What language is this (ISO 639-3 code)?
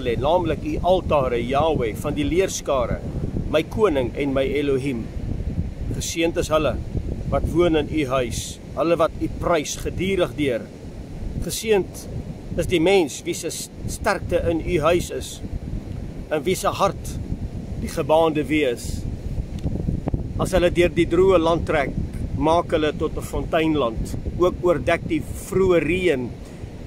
afr